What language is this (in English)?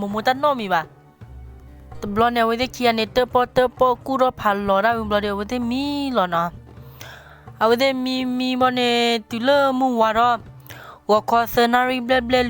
S'gaw Karen